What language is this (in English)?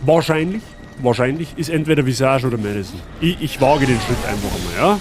Bavarian